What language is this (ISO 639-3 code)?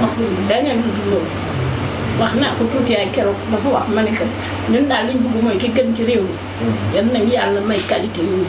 wol